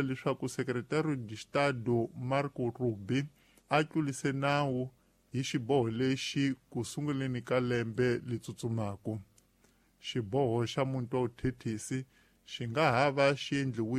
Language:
Tsonga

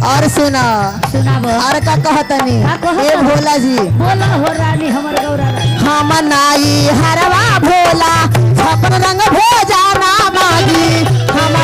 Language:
Magahi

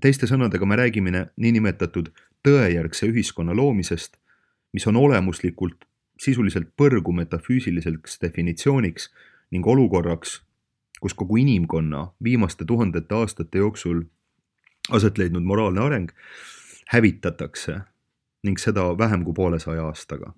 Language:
Estonian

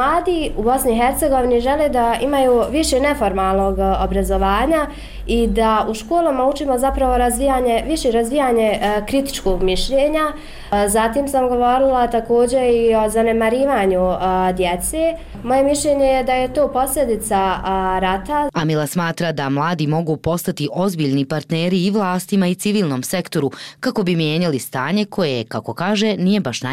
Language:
Bosnian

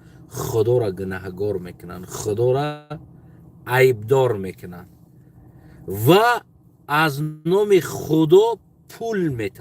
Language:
Tajik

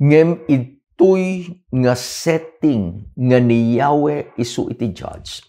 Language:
Iloko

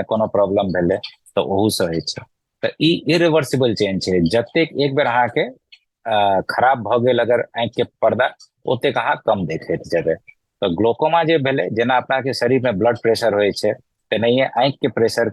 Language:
Maithili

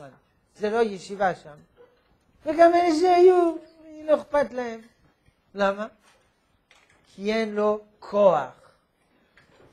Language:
Hebrew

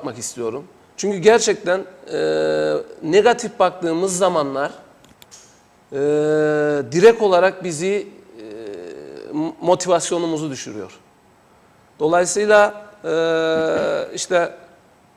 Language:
Turkish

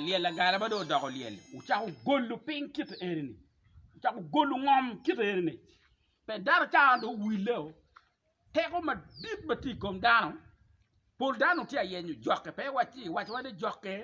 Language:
Acoli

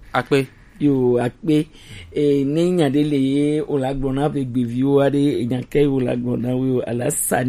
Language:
Gen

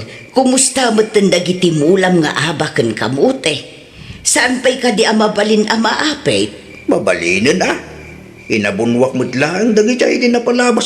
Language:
Iloko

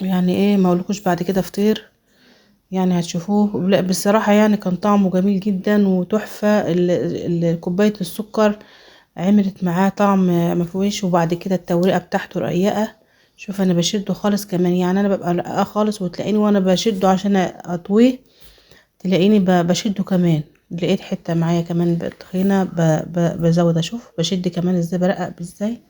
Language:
Egyptian Arabic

